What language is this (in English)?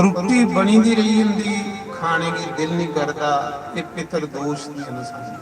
Dogri